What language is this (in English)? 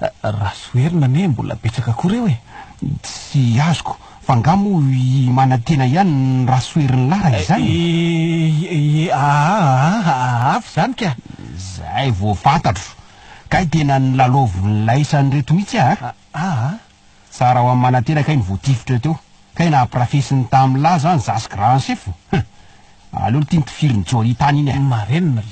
Malagasy